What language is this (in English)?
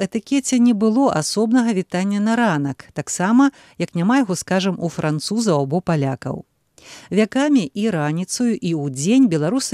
Belarusian